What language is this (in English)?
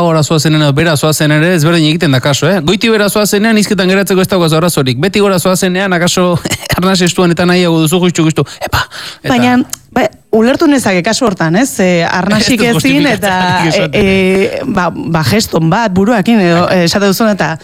Basque